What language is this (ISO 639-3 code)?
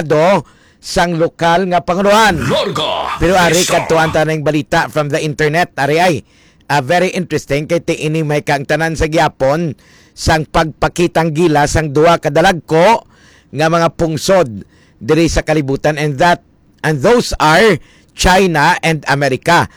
hil